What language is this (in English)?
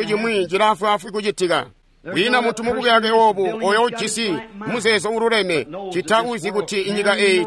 Tonga (Zambia)